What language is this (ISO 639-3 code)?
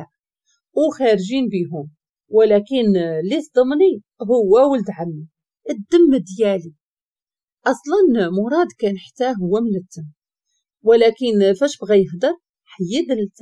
ary